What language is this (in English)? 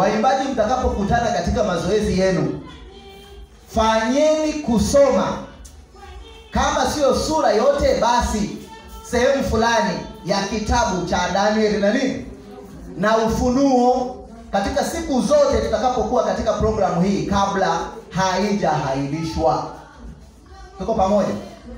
Swahili